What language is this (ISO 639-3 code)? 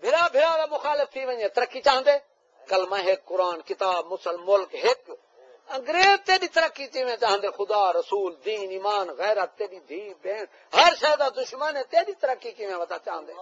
skr